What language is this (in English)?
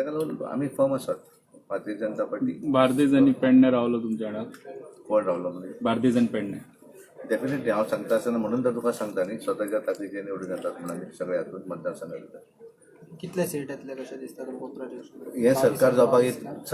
Konkani